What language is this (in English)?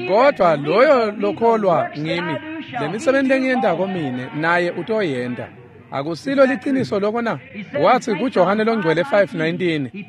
Swati